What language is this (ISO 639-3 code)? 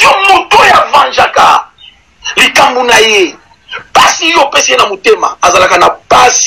lin